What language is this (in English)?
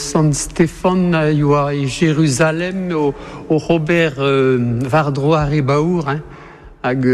Breton